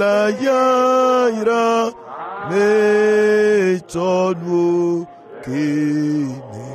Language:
Ewe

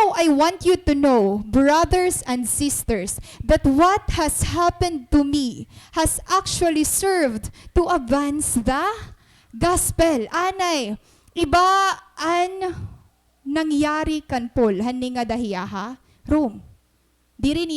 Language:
Waray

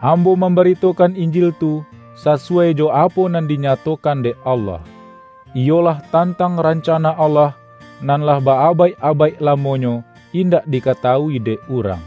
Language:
Minangkabau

